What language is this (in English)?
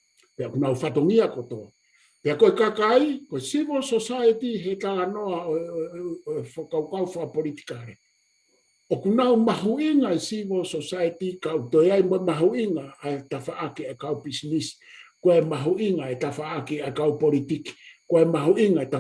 Tongan